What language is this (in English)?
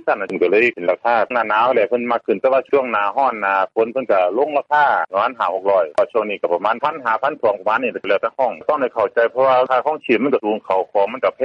Lao